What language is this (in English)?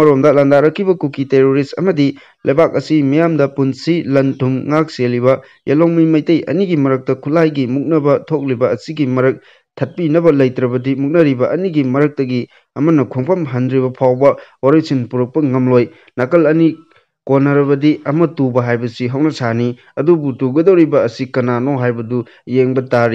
Manipuri